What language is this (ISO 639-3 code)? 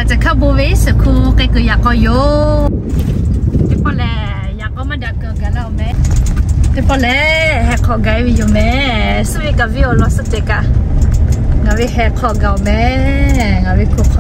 lhu